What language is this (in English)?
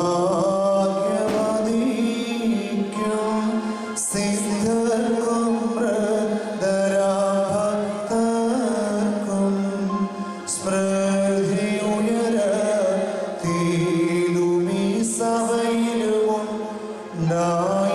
Malayalam